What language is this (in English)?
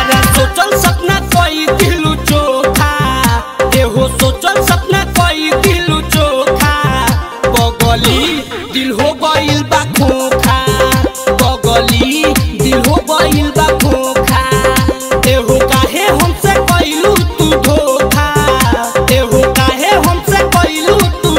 Bhojpuri